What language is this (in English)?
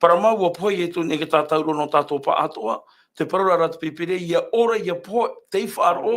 Tahitian